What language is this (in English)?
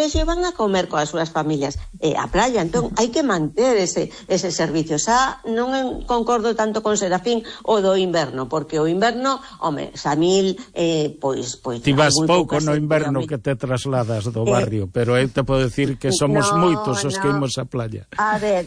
Galician